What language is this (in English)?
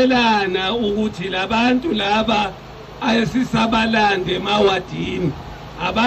Zulu